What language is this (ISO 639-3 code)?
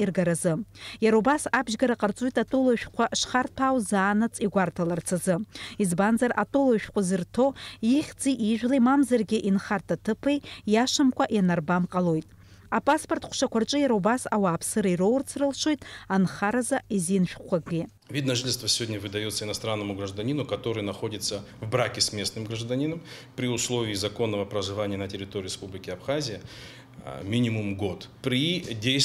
abk